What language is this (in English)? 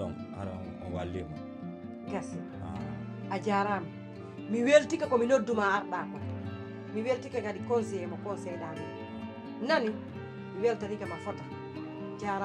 Pular